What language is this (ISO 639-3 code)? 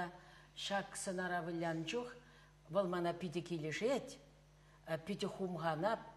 chv